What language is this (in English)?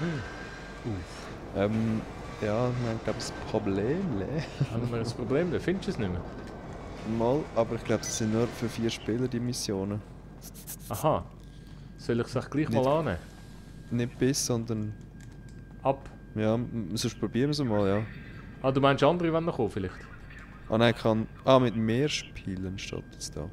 Swiss German